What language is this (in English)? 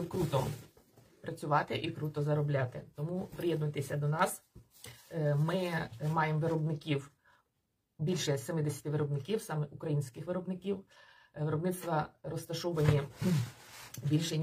Ukrainian